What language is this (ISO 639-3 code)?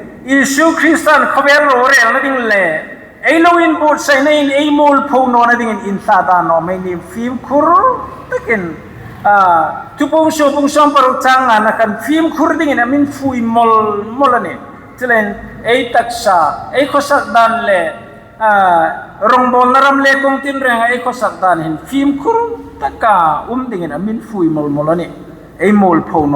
hmr